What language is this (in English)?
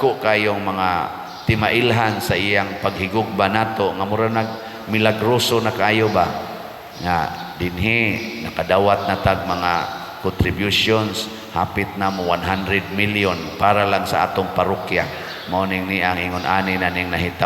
Cebuano